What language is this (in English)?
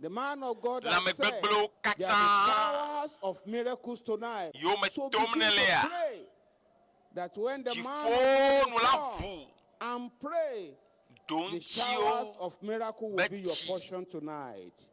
Ewe